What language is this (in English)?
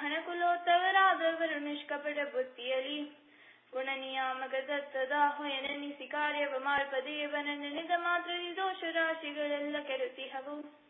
Kannada